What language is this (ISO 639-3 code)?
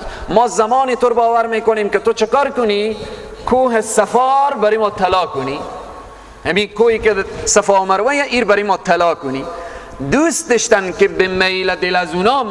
fas